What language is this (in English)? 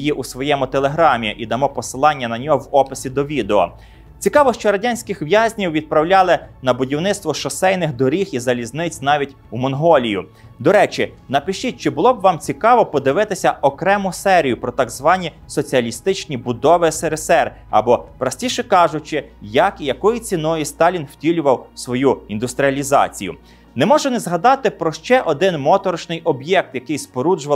Ukrainian